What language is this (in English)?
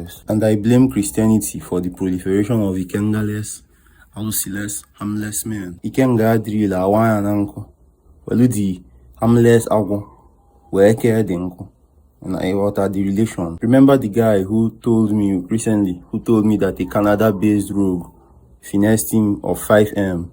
Igbo